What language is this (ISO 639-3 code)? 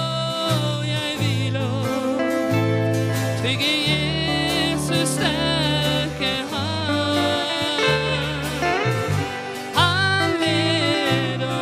nor